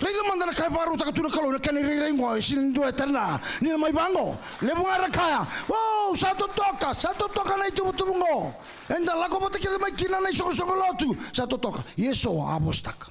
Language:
Fijian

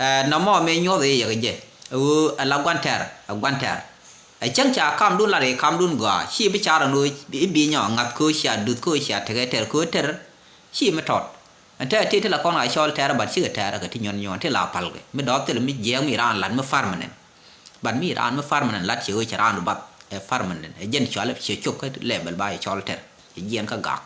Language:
Nuer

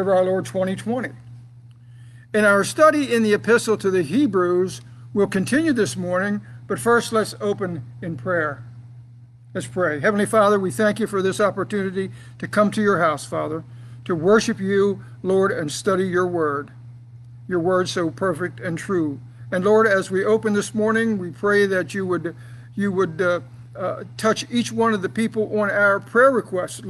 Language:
English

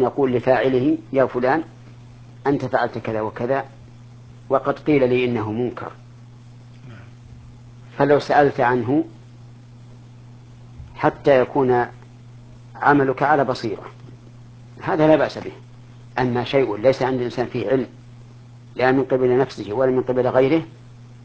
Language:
Arabic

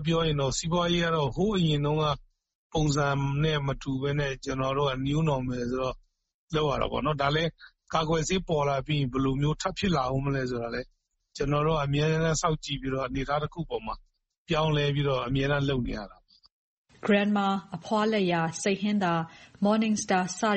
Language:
Burmese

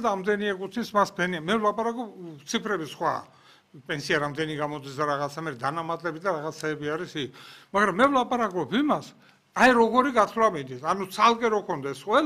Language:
Georgian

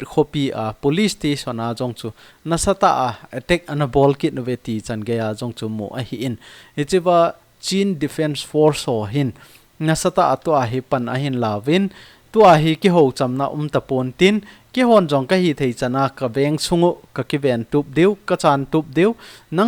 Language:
Thado Chin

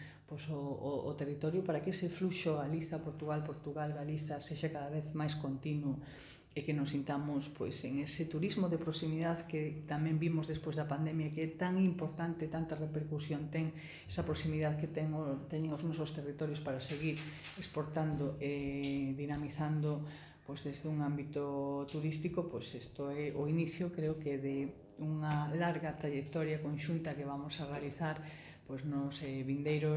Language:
Galician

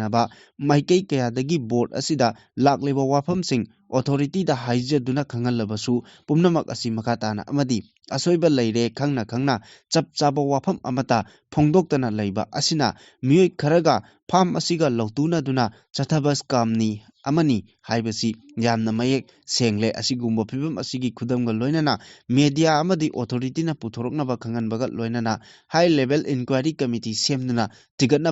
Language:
Manipuri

